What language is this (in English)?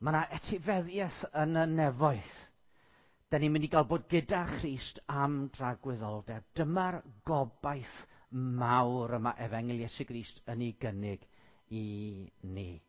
Welsh